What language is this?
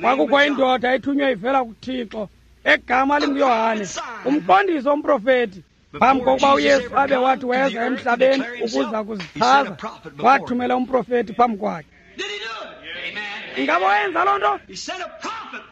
Xhosa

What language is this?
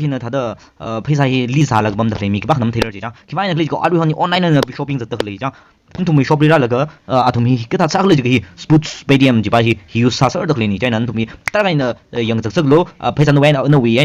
Tangkhul Naga (India)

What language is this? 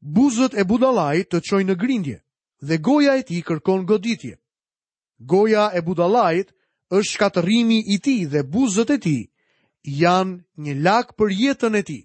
Albanian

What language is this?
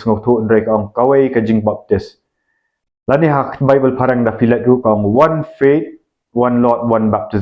Khasi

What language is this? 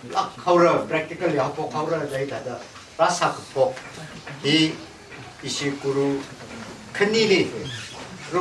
Tangkhul Naga (India)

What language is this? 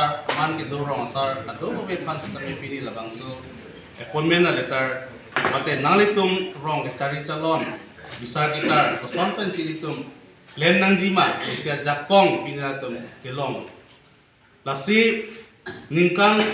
Karbi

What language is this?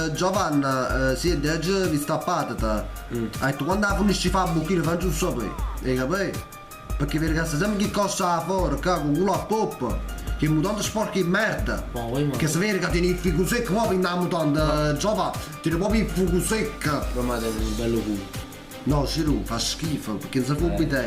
Neapolitan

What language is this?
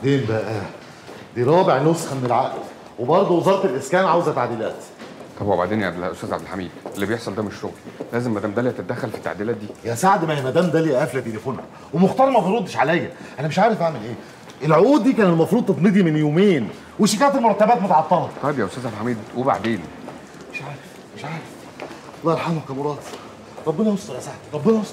Egyptian Arabic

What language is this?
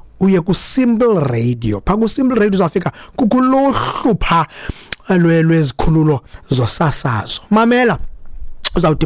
Xhosa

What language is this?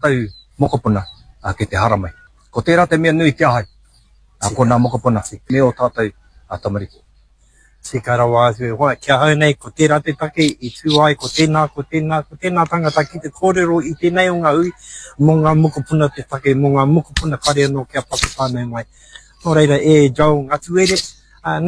Māori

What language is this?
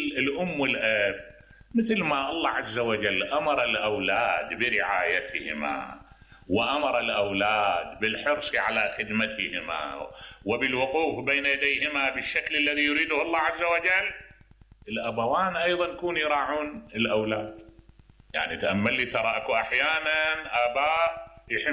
Mesopotamian Arabic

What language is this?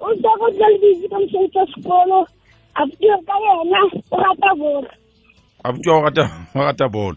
Southern Sotho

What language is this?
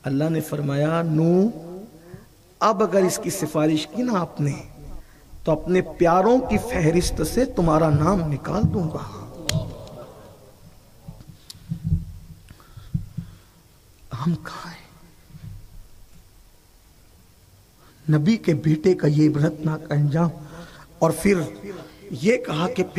Urdu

